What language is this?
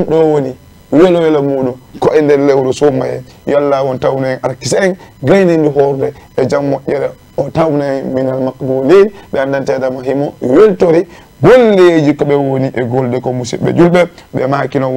Fula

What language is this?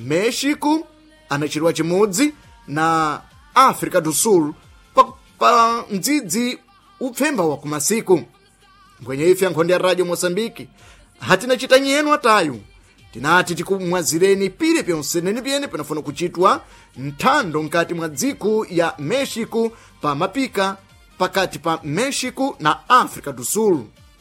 Sena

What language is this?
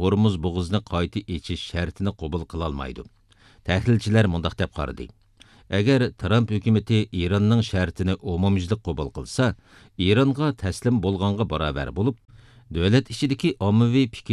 Uyghur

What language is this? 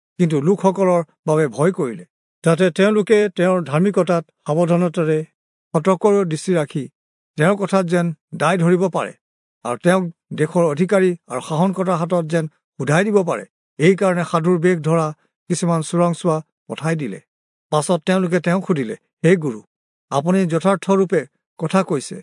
Assamese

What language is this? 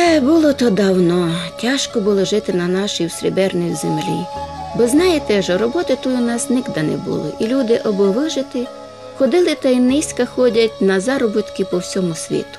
Rusyn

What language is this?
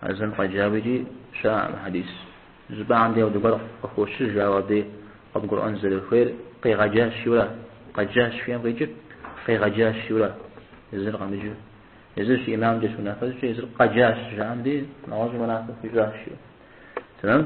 Kabardian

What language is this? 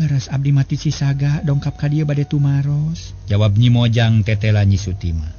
Sundanese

